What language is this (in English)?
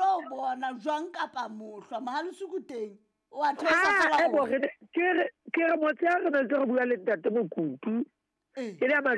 Southern Sotho